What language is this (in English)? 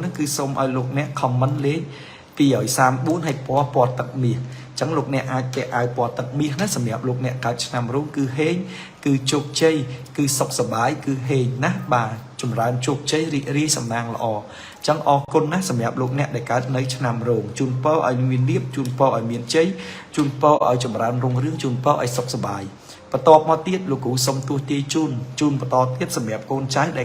Khmer